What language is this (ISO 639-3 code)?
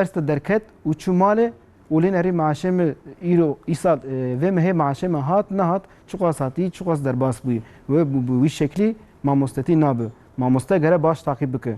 kur